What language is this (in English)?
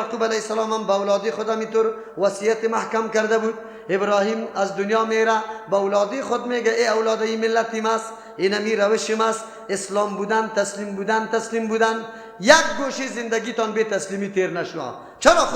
Persian